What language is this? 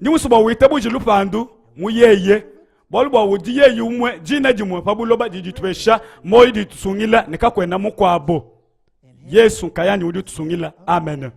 Luba-Lulua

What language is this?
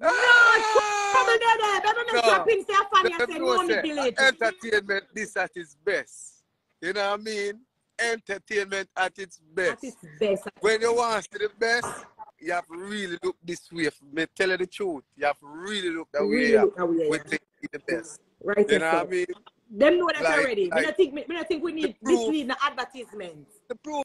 Jamaican Creole English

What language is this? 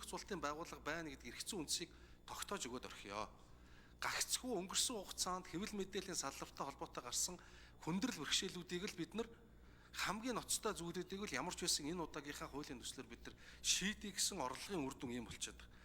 Mongolian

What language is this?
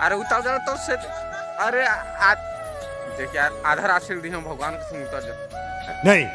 Chhattisgarhi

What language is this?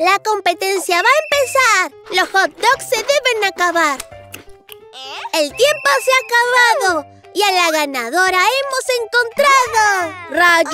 Spanish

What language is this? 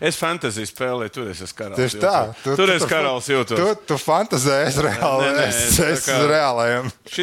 Latvian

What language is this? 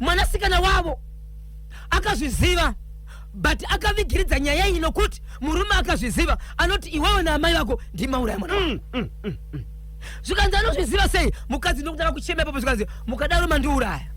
Shona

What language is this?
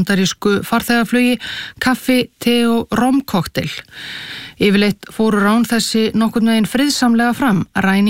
Icelandic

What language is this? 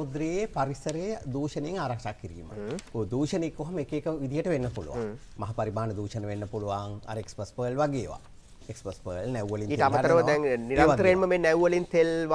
Sinhala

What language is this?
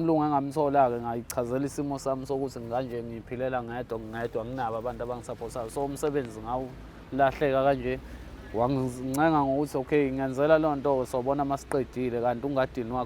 Zulu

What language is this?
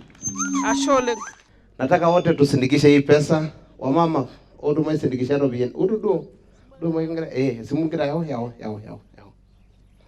Masai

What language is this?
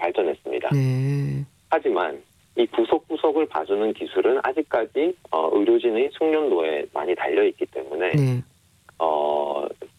Korean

